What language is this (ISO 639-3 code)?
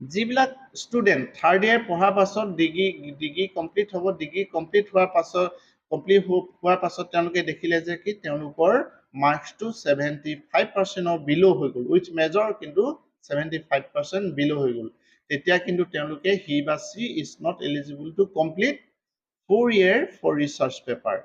asm